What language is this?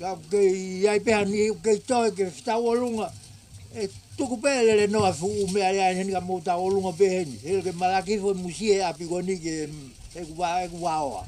Tongan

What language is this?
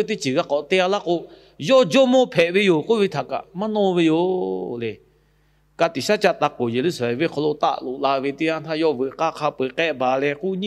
Lahu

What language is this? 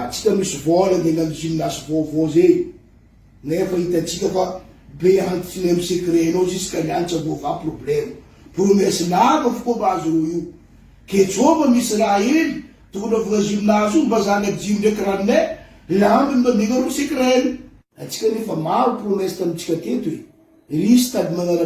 Malagasy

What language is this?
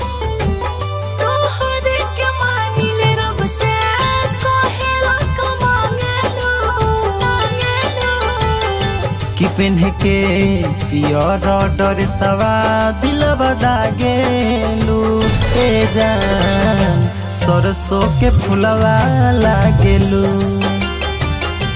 Bhojpuri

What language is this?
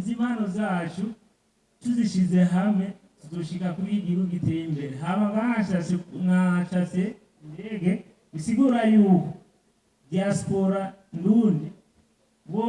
Rundi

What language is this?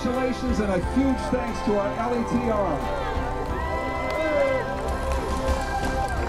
English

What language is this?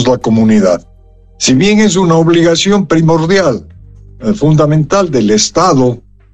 Spanish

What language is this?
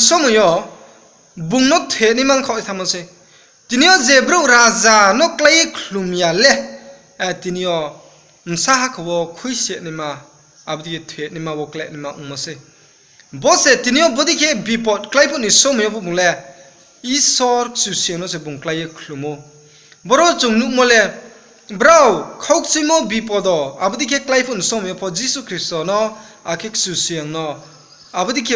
Riang (India)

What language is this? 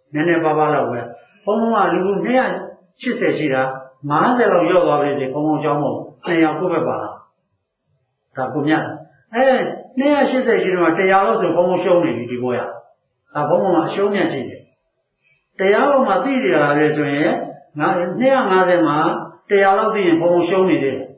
Burmese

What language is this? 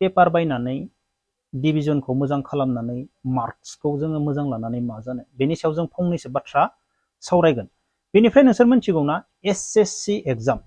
Bodo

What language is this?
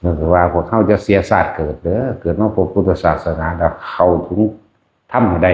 Lao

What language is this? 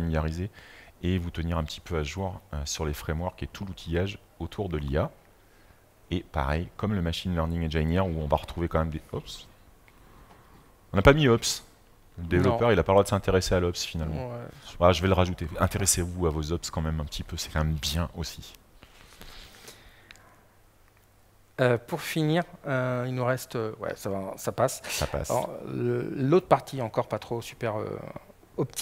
French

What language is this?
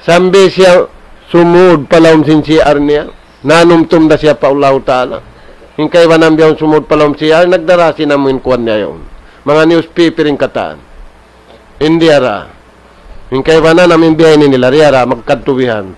Tausug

